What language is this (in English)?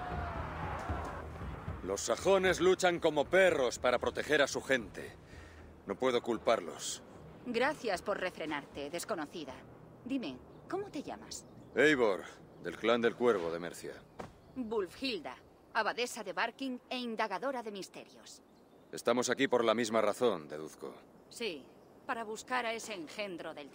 Spanish